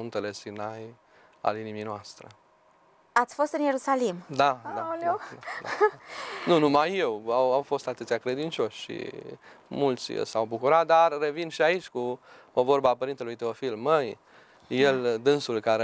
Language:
Romanian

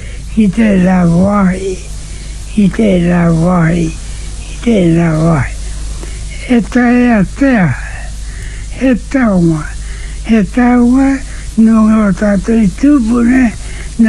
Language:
Māori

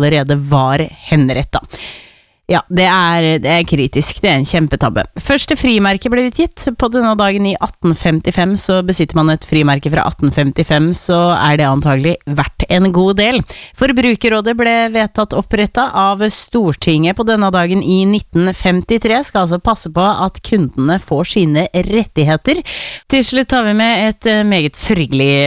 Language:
Norwegian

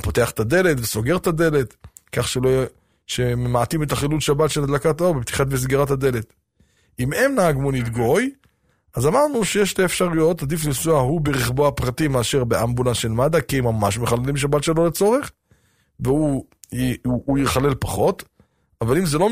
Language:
Hebrew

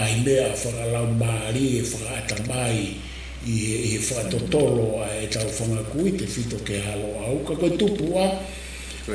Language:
Tongan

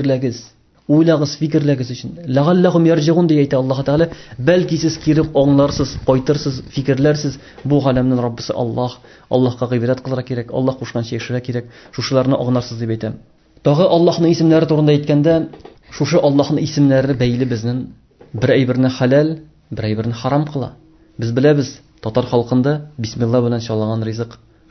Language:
Tatar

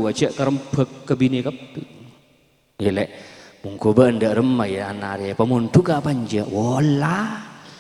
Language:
Madurese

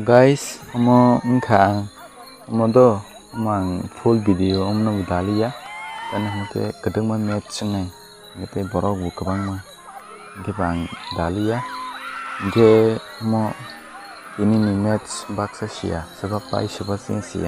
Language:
Kok Borok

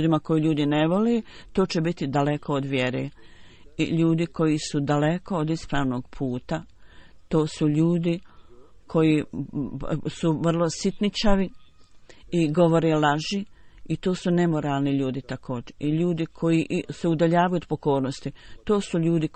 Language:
Bosnian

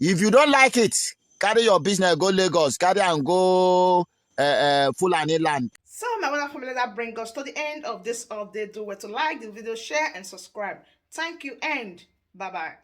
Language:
Nigerian Pidgin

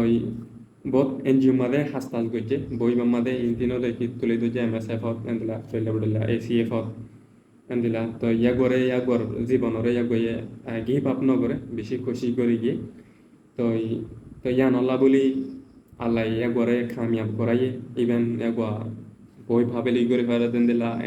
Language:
Rohingya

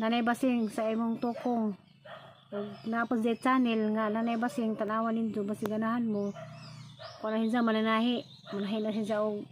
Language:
Cebuano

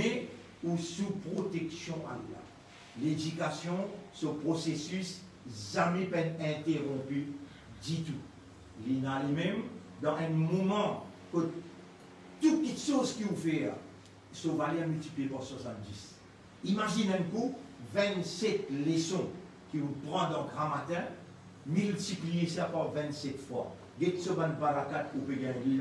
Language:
Morisyen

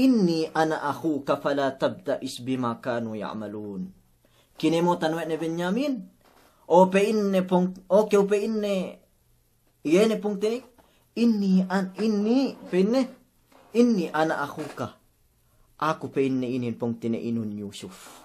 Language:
Yakan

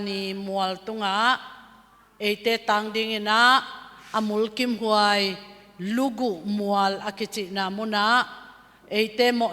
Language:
Tedim Chin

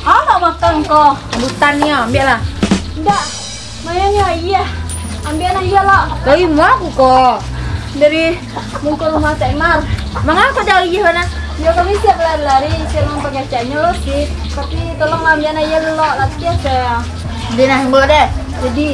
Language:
Minangkabau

